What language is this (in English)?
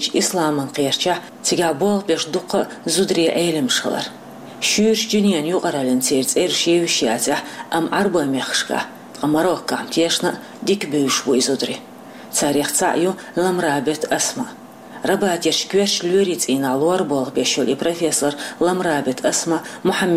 Chechen